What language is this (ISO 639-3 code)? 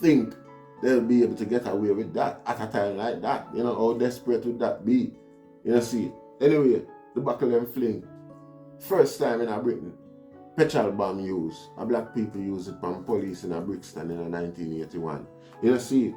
jam